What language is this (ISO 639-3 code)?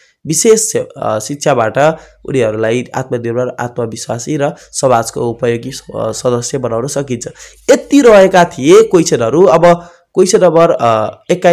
nep